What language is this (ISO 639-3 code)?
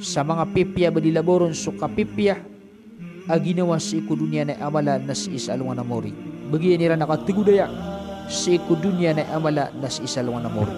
mrw